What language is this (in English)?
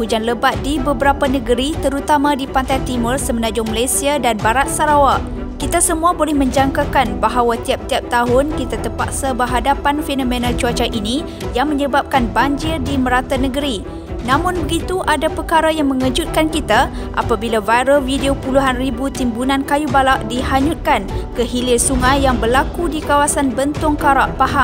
Malay